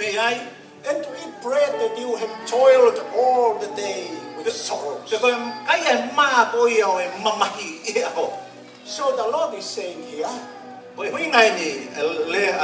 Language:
Tongan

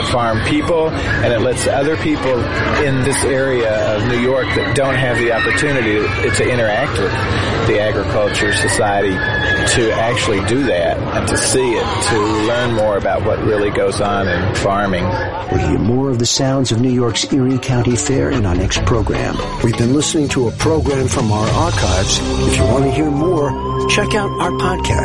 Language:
English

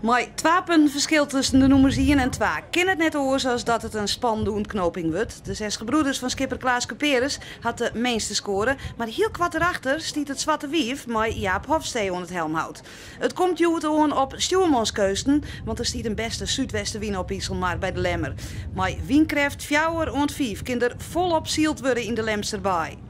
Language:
Western Frisian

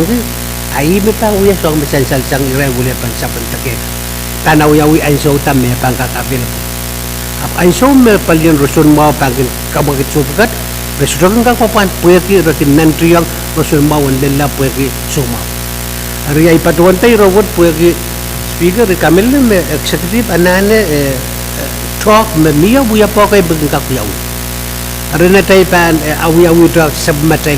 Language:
Pohnpeian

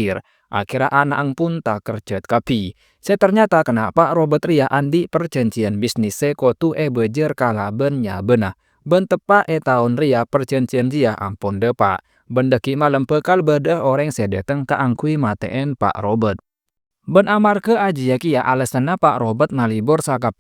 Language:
Madurese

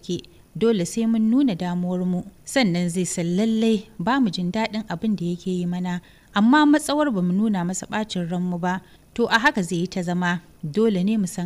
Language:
Hausa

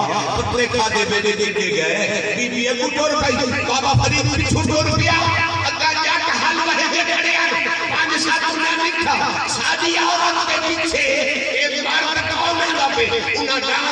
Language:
Saraiki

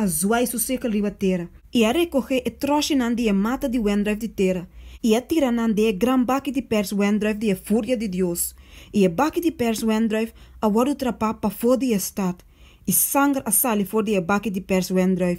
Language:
Papiamento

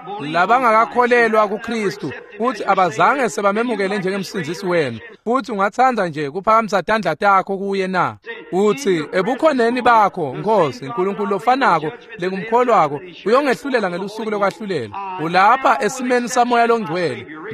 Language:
Swati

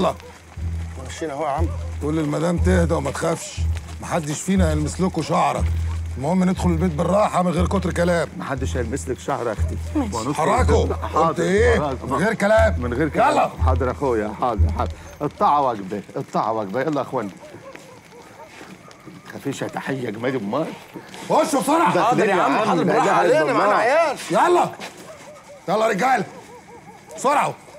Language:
Egyptian Arabic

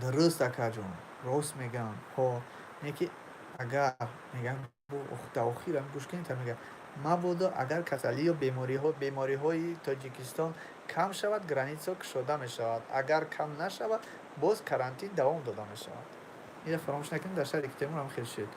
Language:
Tajik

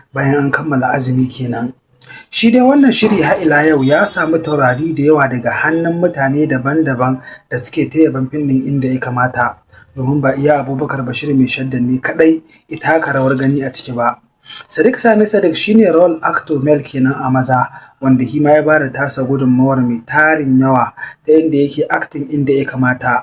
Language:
Hausa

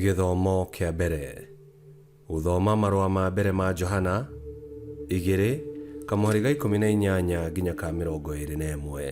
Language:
Kikuyu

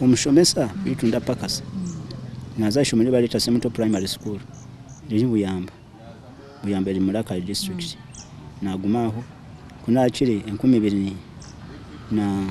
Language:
Nyankole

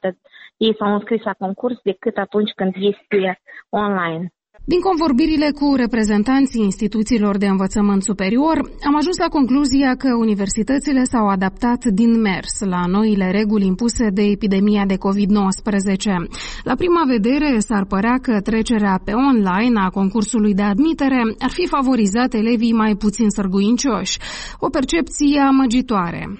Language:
Romanian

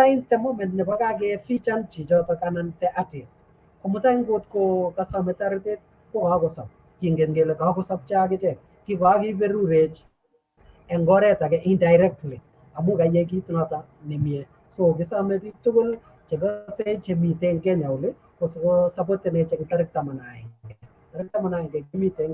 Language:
Kalenjin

